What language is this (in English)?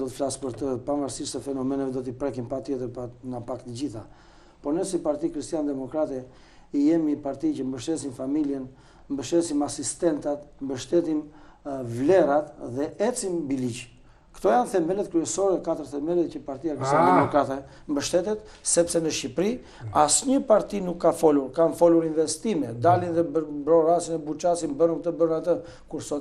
Albanian